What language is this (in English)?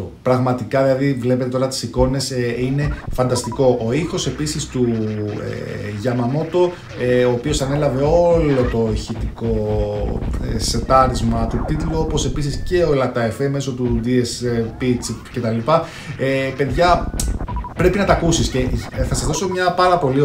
Greek